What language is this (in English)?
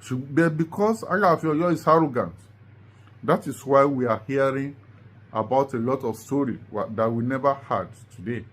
Yoruba